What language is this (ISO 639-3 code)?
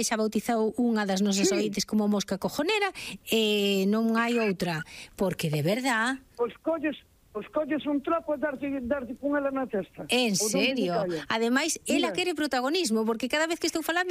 glg